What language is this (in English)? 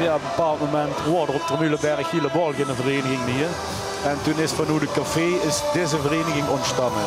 Limburgish